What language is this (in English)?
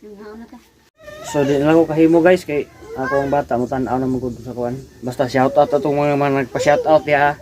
Cebuano